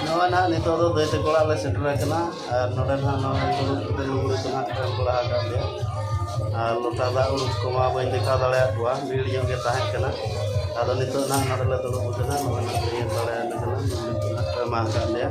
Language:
Santali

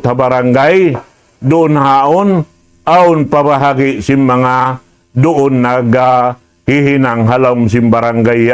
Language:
Tausug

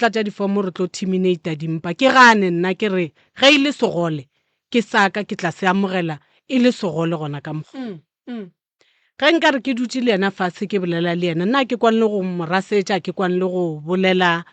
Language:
Northern Sotho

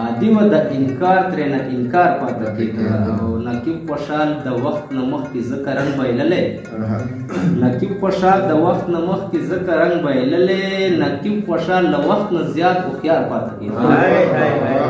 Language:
Pashto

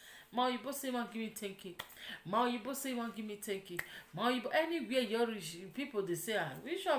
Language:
Nigerian Pidgin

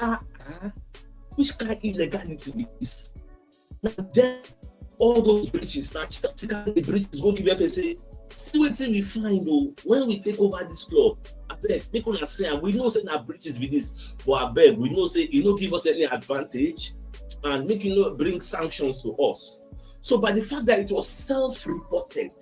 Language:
Nigerian Pidgin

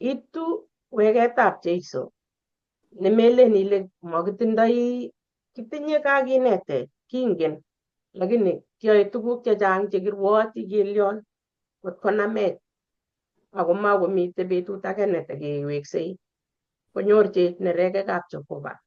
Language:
Kalenjin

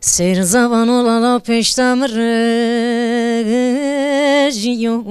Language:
Zaza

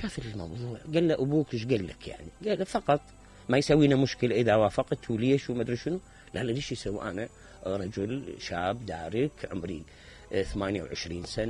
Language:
Mesopotamian Arabic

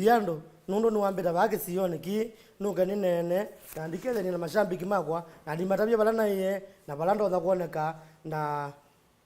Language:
Kamba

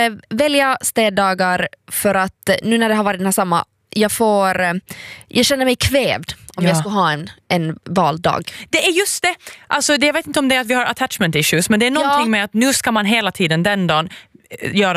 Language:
Swedish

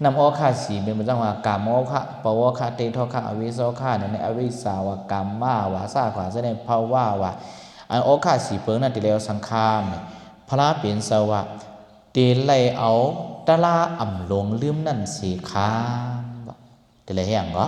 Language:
Shan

